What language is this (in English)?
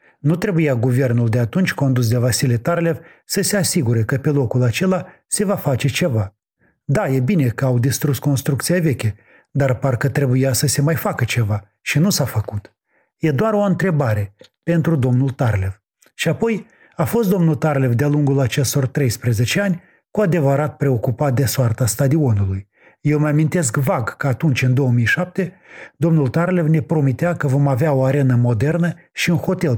Romanian